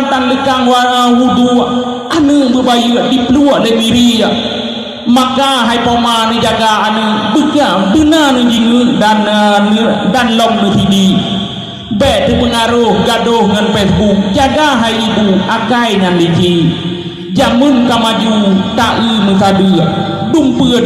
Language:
Achinese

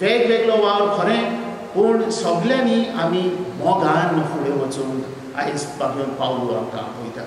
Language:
Konkani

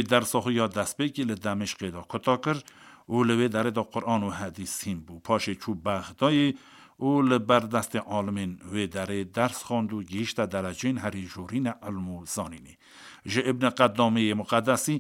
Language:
Kurdish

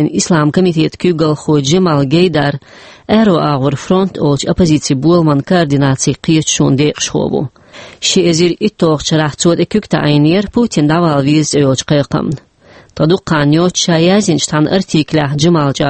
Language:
Chechen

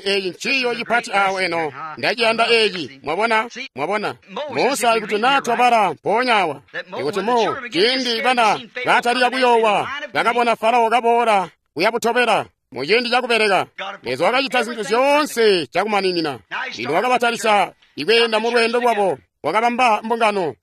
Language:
Tonga (Zambia)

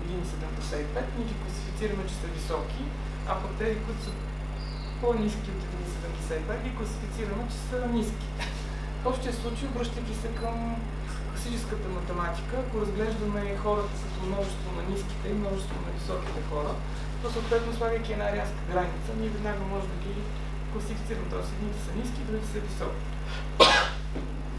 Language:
Bulgarian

